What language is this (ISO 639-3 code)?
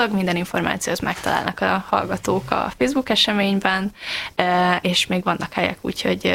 hun